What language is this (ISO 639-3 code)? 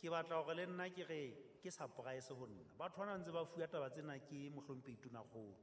sot